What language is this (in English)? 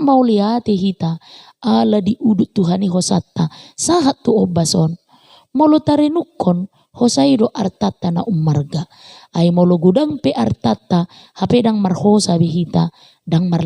Batak Toba